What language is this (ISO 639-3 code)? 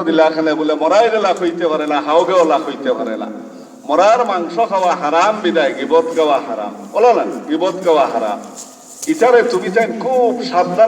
syl